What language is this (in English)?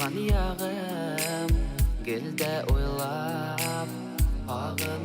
Bashkir